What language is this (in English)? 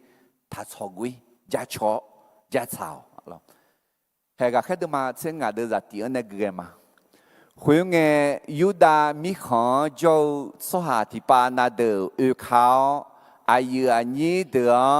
Akha